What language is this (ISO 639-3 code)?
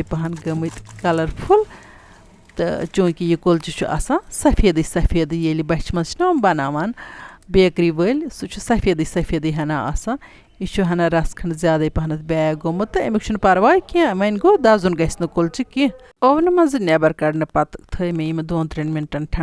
kas